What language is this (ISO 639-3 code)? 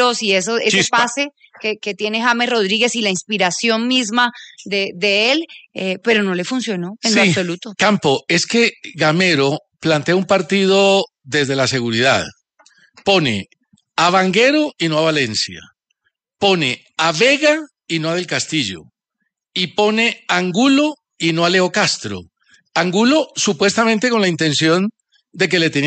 spa